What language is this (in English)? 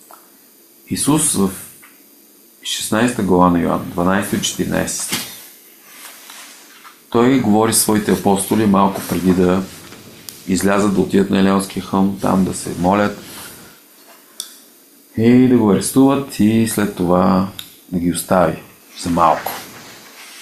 Bulgarian